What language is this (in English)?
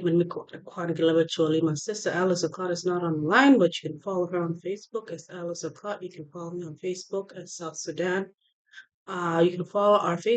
Acoli